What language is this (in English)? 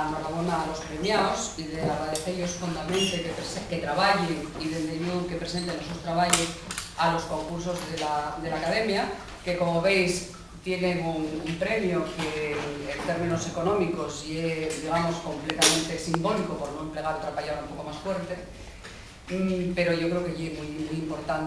Asturian